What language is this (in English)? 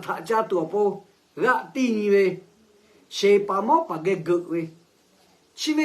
Lahu